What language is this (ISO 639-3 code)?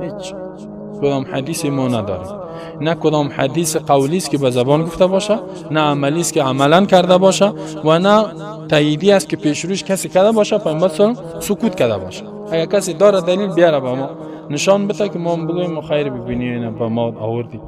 fas